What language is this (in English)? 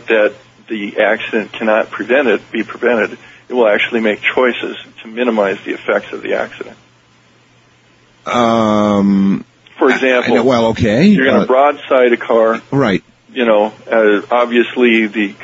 English